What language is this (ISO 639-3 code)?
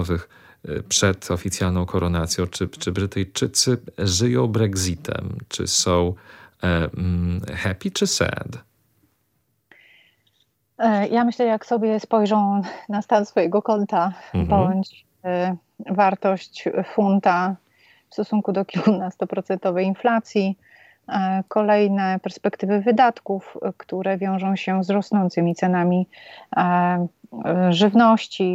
pol